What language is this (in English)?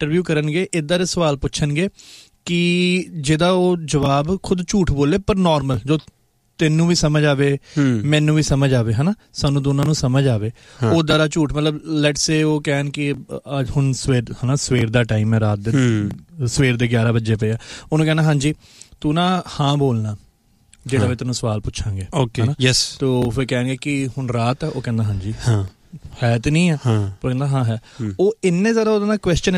Punjabi